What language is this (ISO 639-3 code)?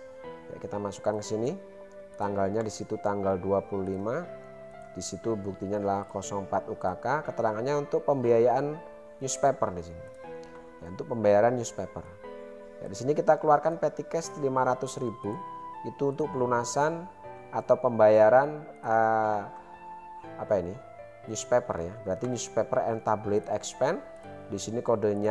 ind